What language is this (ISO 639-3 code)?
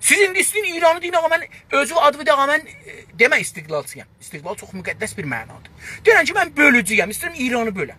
azb